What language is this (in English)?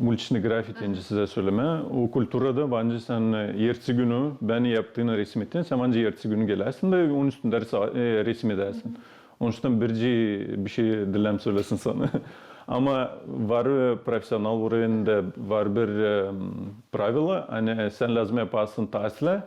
Gagauz